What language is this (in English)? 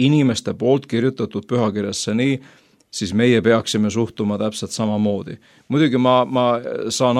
Estonian